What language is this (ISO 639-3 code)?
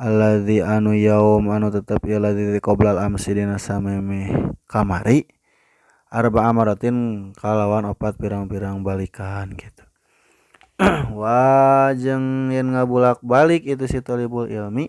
sun